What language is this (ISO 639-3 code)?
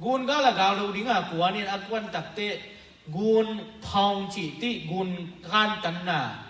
ctd